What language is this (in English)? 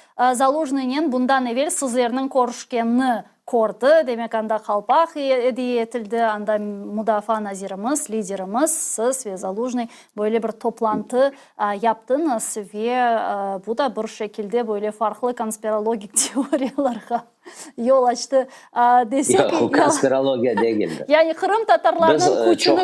Crimean Tatar